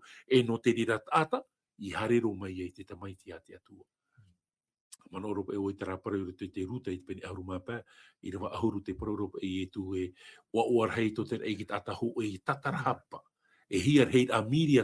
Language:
Tahitian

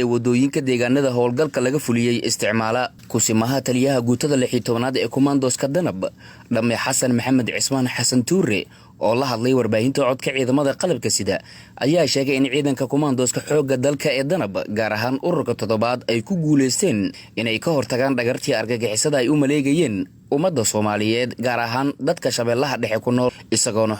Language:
Somali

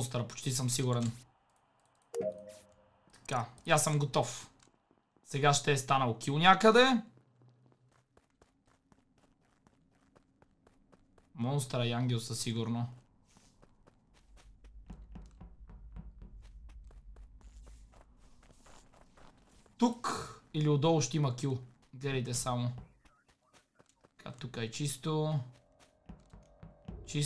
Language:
Bulgarian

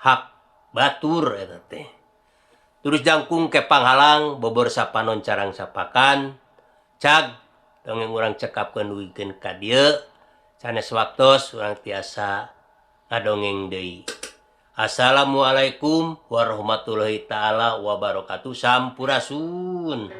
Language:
Sundanese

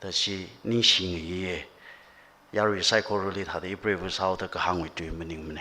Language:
Tangkhul Naga (India)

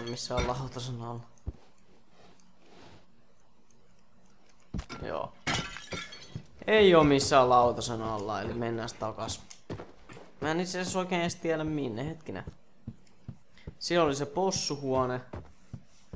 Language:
Finnish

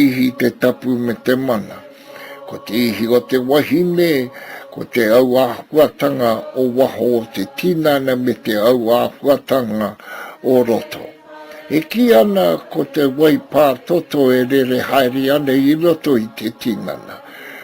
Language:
Māori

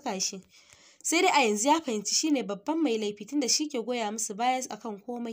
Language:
Hausa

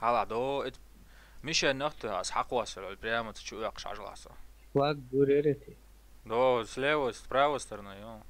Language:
Chechen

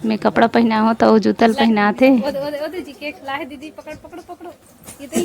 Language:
Chhattisgarhi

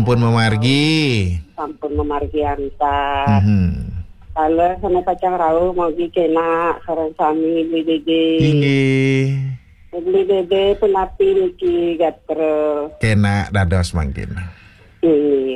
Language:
Balinese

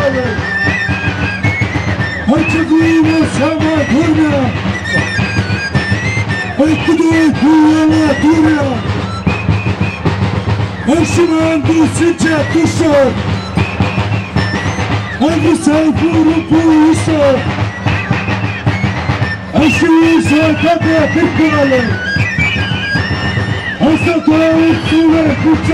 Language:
Romanian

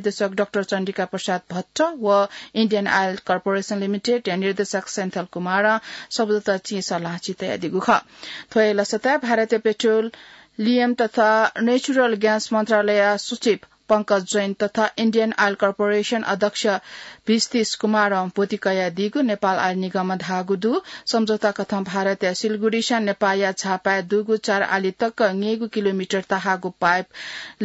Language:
Newari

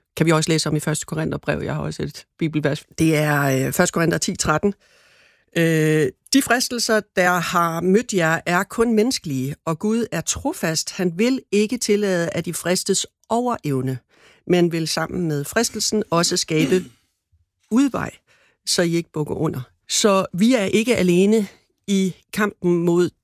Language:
Danish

